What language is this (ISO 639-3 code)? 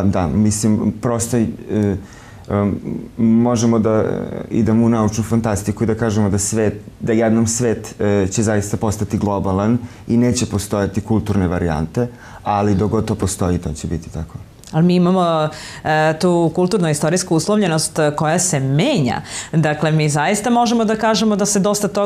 srp